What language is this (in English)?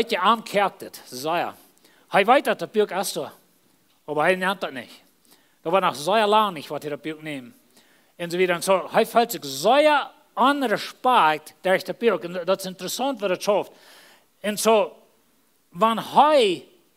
Plautdietsch